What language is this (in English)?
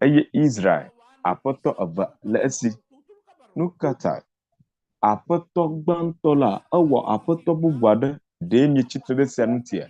Ewe